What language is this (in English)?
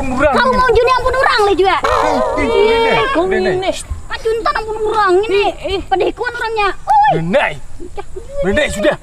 Banjar